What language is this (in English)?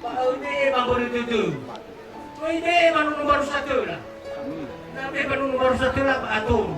Nias